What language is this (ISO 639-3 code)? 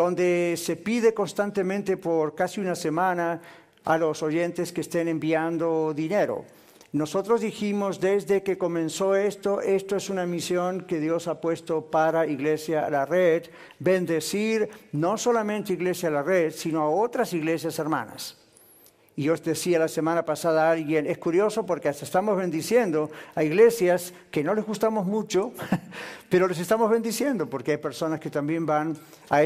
spa